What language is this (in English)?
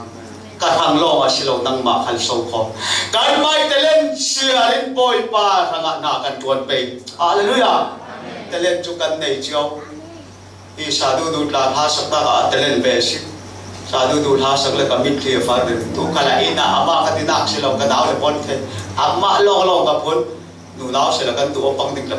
Falam Chin